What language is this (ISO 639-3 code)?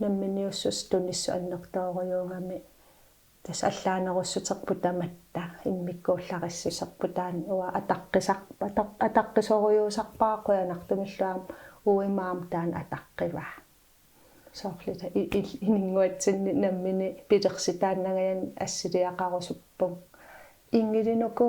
kal